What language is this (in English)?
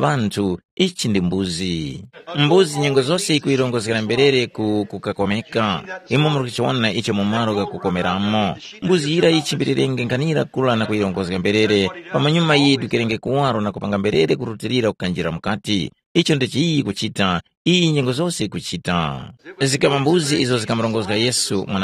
Tumbuka